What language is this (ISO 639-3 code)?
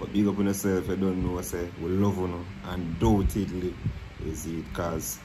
jam